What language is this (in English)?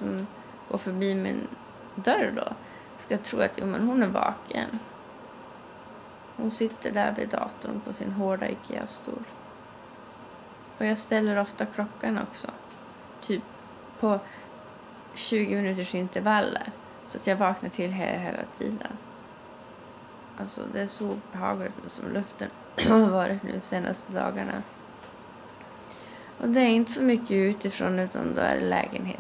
Swedish